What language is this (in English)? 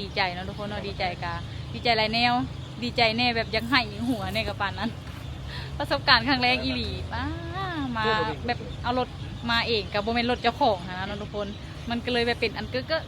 Lao